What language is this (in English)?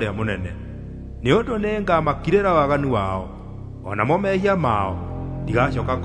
Kikuyu